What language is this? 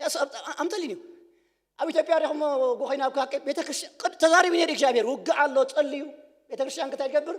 Tigrinya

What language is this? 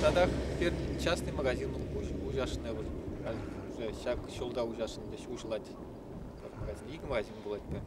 Chuvash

